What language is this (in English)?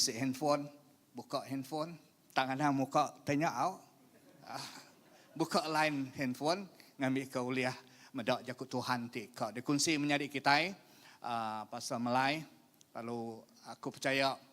Iban